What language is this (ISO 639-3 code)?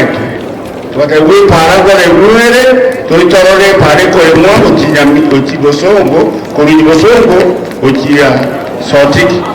guz